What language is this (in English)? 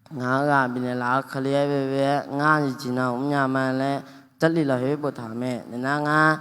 Akha